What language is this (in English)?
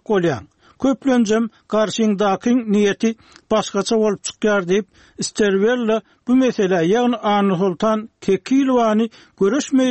Turkmen